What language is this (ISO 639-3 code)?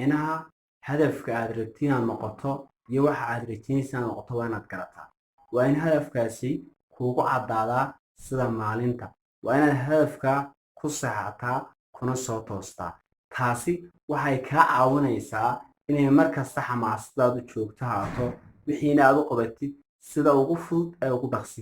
som